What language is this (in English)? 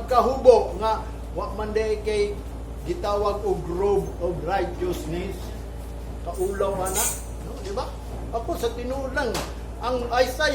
Cebuano